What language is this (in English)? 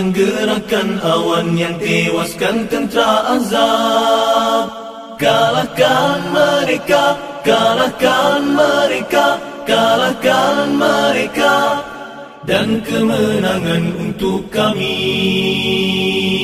Malay